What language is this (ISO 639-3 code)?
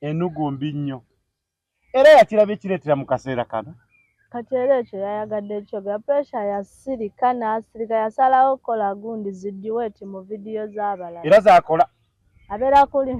lug